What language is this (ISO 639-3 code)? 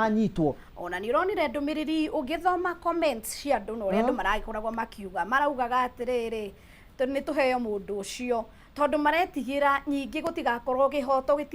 kik